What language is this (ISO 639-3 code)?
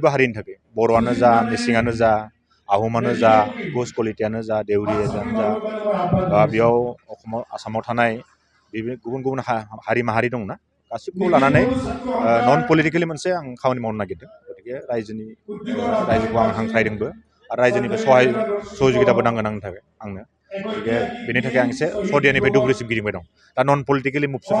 brx